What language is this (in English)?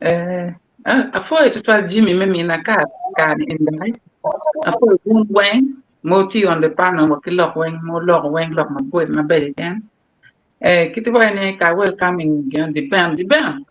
Acoli